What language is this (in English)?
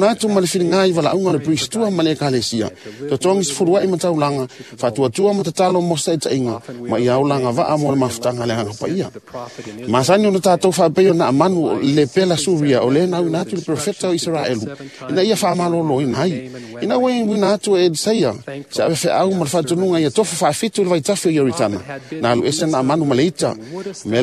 Samoan